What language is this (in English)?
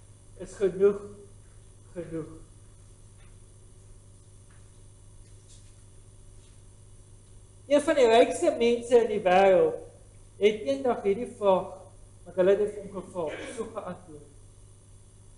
Afrikaans